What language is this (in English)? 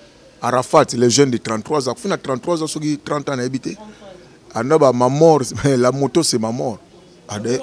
Lingala